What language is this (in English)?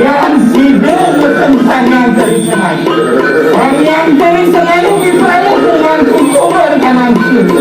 Balinese